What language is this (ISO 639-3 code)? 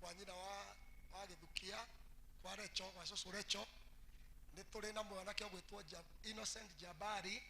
kik